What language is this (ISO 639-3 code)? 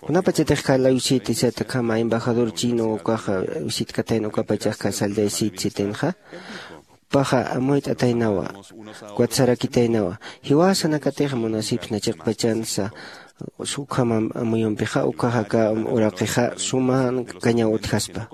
aym